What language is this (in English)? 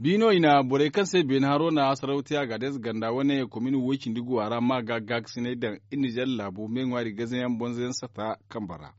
Zarma